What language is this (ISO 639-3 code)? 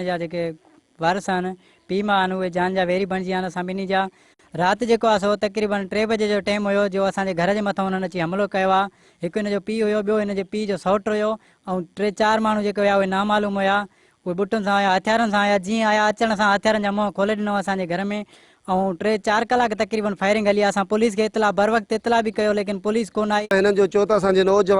snd